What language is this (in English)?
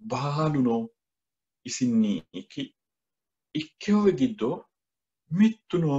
Sidamo